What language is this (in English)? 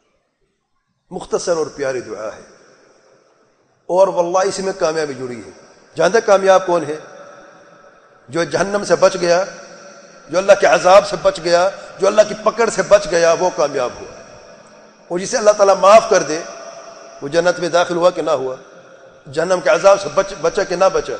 Urdu